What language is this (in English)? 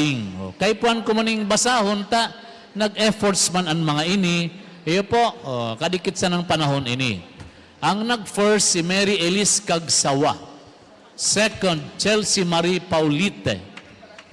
Bikol